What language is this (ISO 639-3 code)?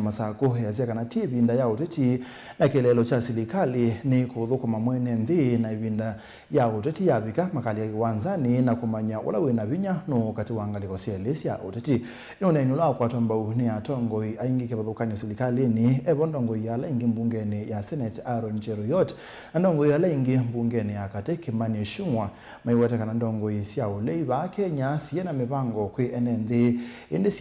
kam